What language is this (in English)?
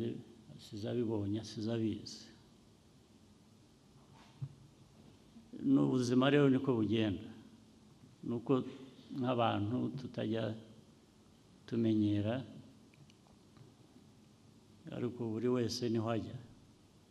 Kinyarwanda